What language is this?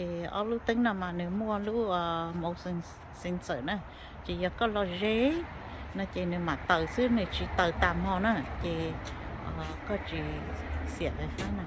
Hmong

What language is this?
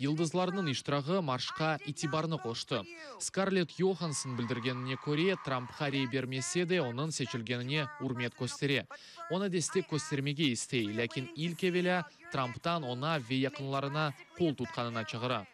Crimean Tatar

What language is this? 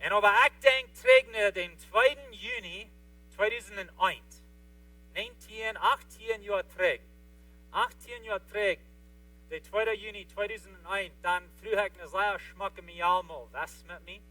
Plautdietsch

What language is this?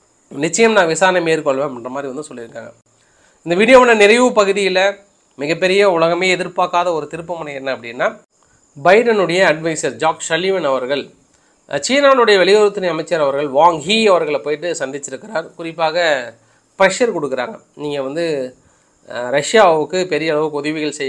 Tamil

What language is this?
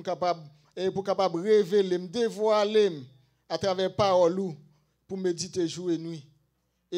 Haitian Creole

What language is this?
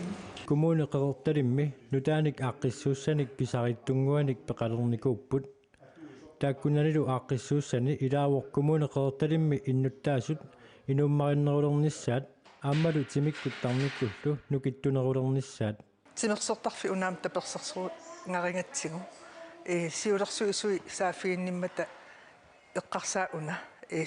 Kalaallisut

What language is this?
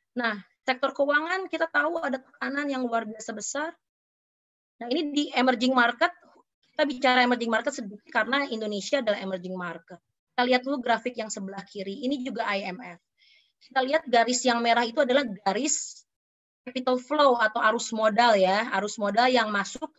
Indonesian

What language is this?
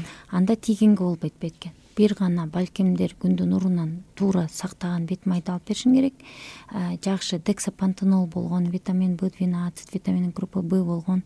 Kyrgyz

